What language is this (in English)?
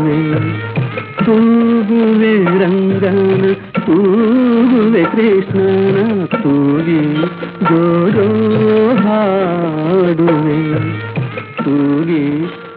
Kannada